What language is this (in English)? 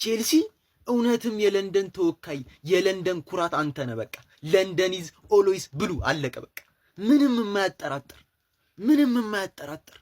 Amharic